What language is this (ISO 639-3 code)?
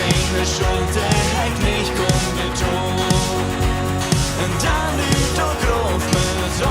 pdt